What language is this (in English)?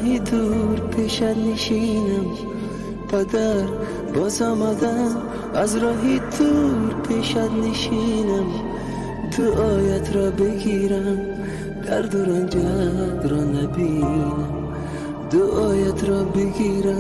Tajik